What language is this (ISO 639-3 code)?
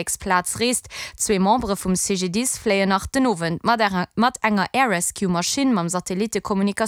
ltz